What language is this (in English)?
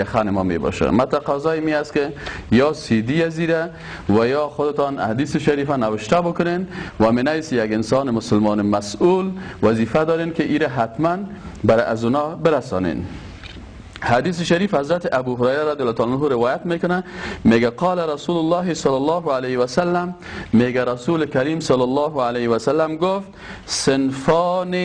Persian